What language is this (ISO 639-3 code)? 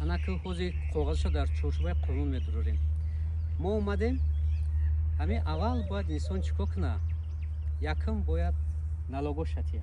tgk